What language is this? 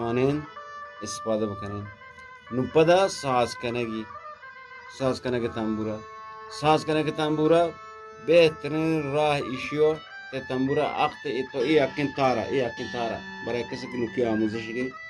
Eastern Balochi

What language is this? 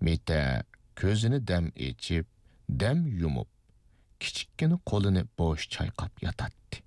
Uyghur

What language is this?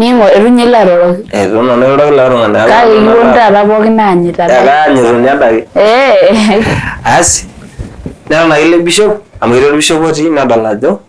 Masai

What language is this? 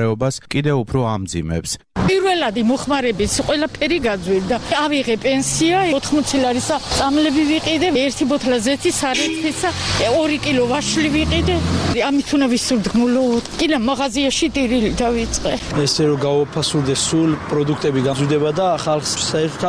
Georgian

